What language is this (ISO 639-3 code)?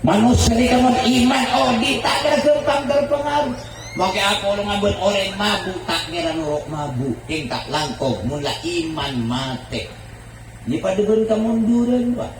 mad